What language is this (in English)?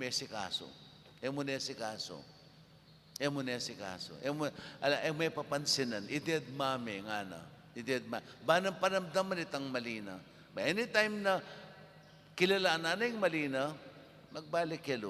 Pampanga